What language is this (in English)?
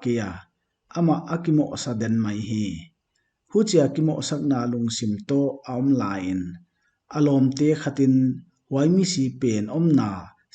Paite Chin